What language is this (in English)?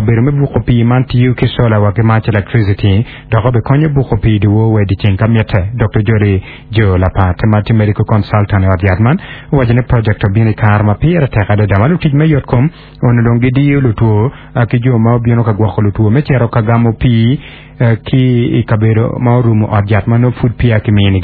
Acoli